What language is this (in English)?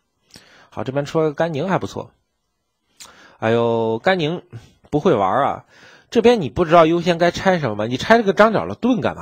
Chinese